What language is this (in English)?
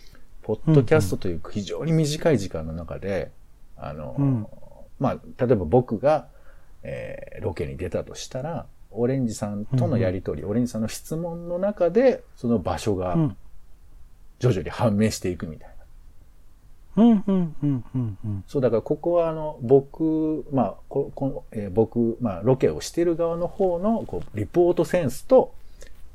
Japanese